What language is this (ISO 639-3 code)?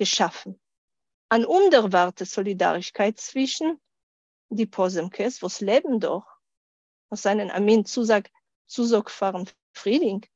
yid